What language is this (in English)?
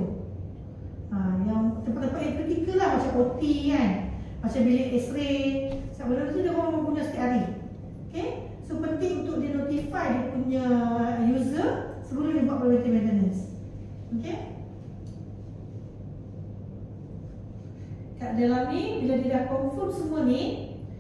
Malay